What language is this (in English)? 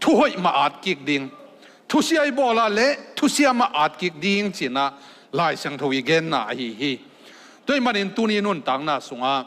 Tedim Chin